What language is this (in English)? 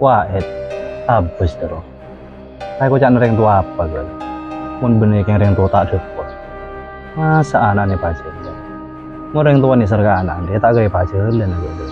Madurese